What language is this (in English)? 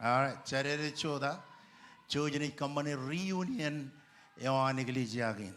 Marshallese